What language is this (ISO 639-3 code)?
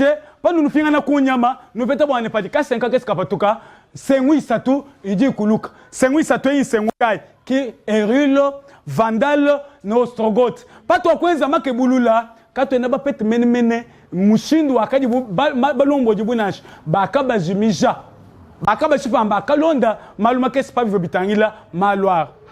lua